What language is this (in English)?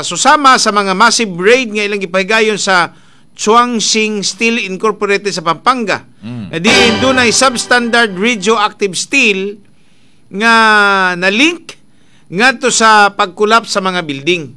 Cebuano